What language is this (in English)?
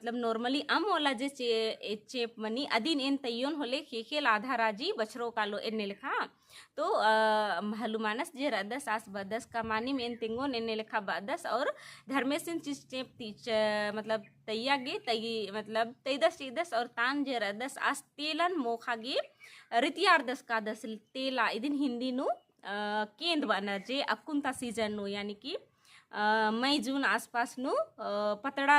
Kurukh